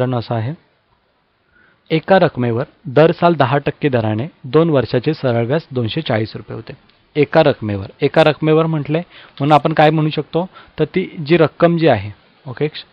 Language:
Marathi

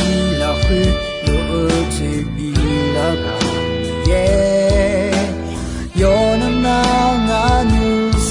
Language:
Akha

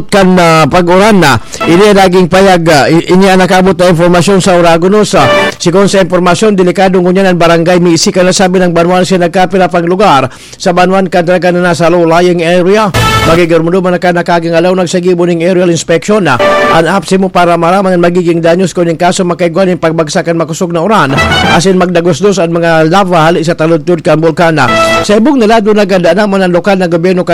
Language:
Bikol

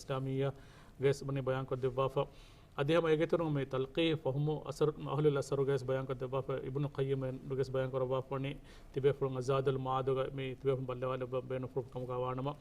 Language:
Divehi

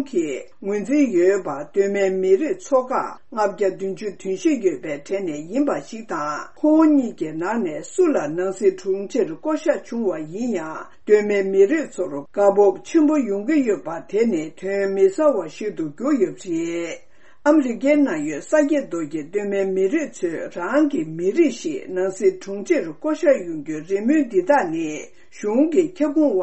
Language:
Tibetan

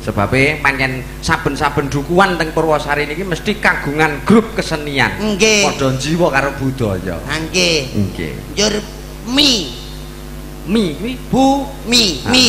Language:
Javanese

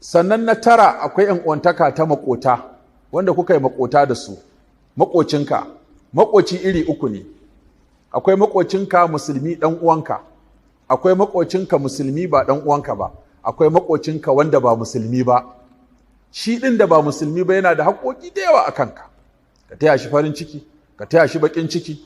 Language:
Hausa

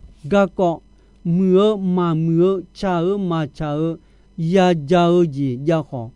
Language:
Akha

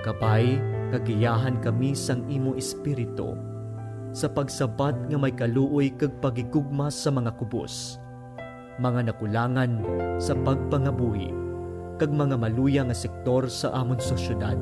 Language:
Hiligaynon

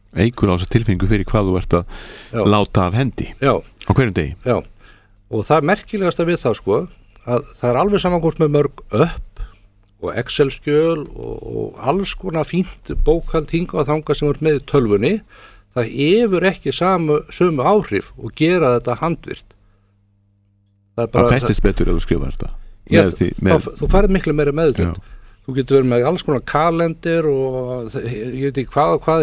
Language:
Icelandic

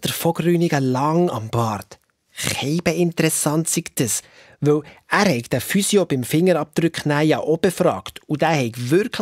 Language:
Swiss German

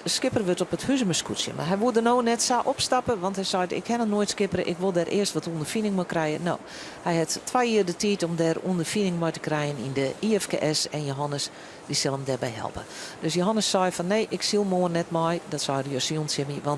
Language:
Western Frisian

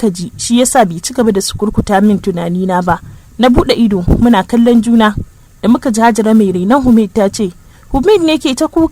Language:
Hausa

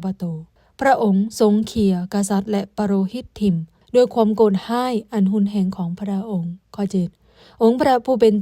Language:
Lao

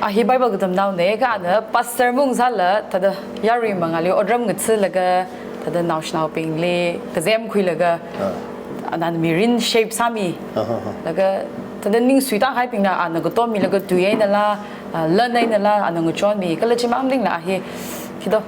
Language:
Tangkhul Naga (India)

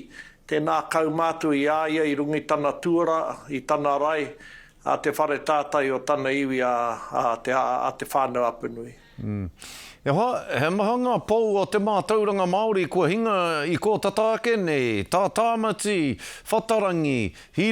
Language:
Māori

